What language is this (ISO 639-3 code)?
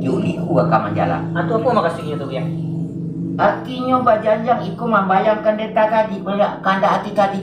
min